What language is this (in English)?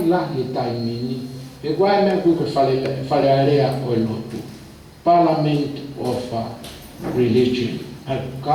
Tongan